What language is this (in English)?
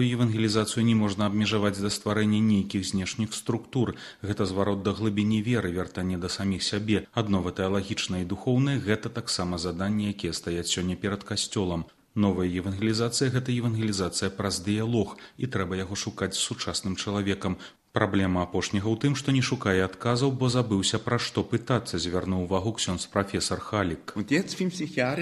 Belarusian